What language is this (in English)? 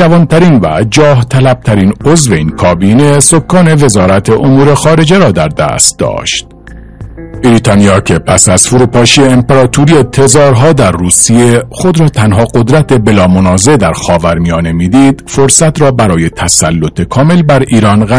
Persian